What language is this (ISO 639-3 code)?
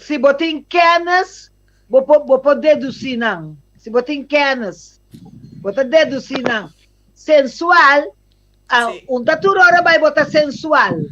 pap